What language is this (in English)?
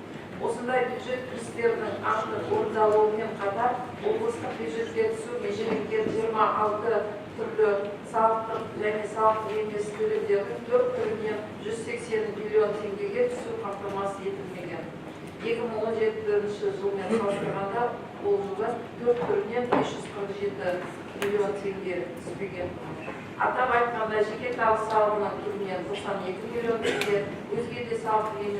Kazakh